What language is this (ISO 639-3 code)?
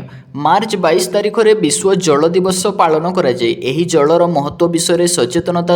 ori